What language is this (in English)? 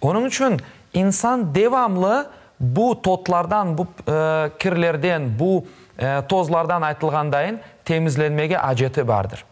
Crimean Tatar